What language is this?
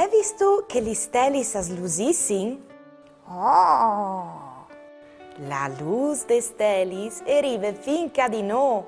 Friulian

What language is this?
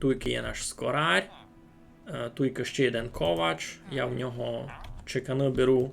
Rusyn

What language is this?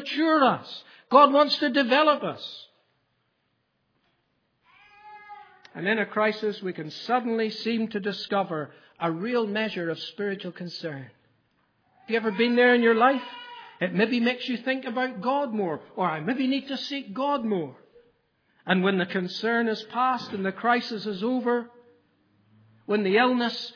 English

